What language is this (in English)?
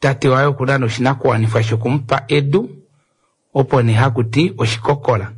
Kuanyama